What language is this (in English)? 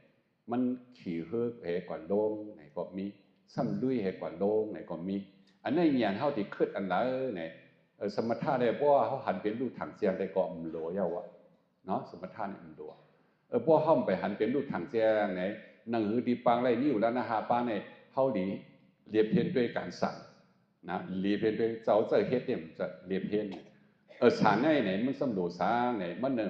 Shan